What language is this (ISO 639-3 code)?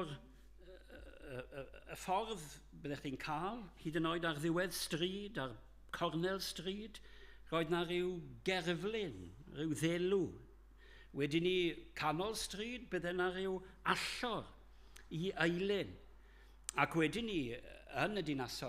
cym